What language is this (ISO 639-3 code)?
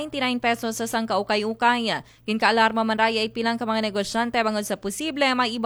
akl